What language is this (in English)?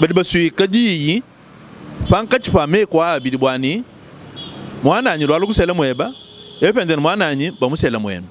Luba-Lulua